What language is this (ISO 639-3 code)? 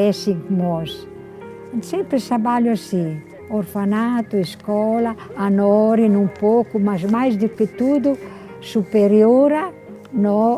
tet